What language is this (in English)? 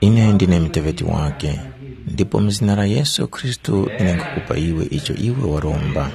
Tumbuka